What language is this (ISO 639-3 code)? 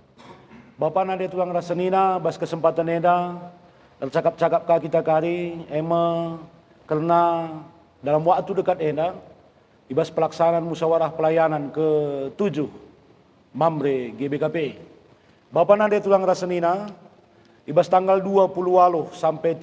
btx